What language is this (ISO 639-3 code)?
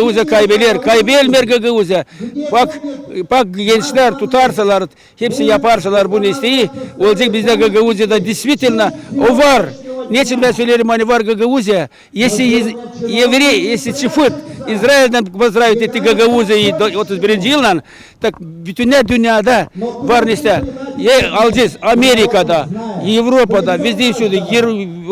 gag